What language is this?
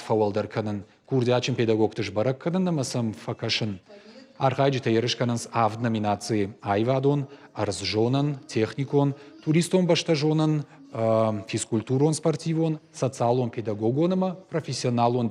Ossetic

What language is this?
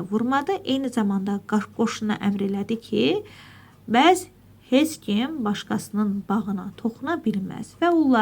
Azerbaijani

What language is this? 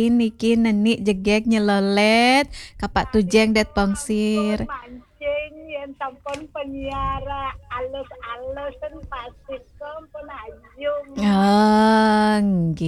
Balinese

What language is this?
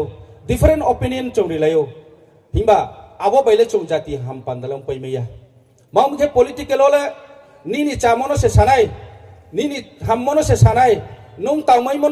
Riang (India)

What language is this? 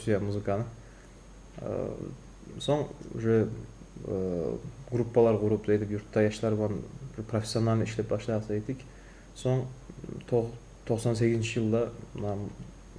Kumyk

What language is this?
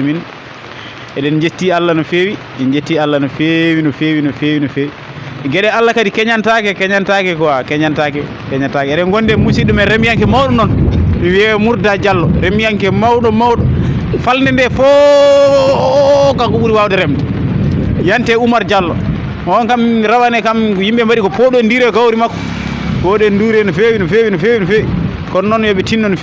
Fula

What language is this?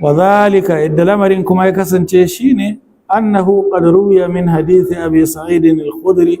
Hausa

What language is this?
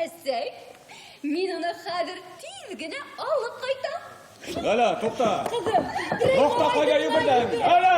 Bashkir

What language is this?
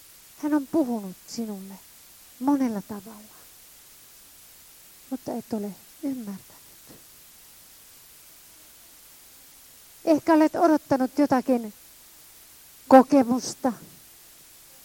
Finnish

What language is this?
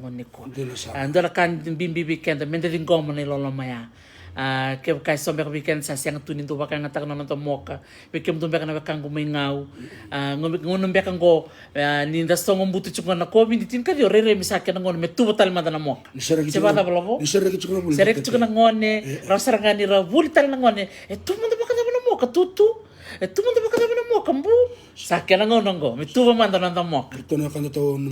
Fijian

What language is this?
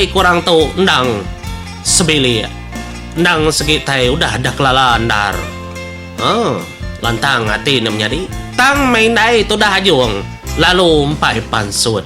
Iban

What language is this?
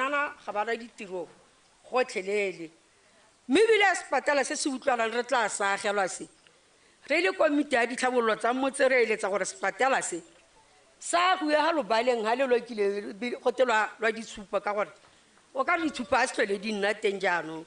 Tswana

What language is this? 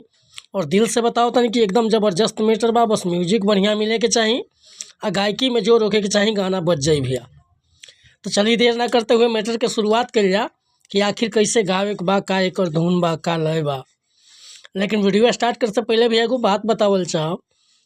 Bhojpuri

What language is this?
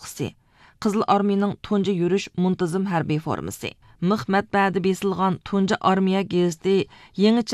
Uyghur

